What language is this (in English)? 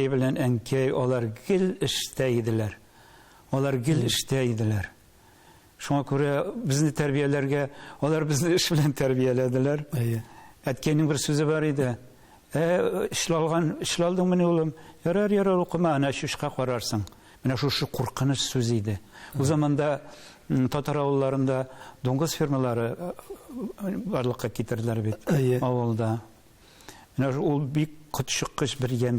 Tatar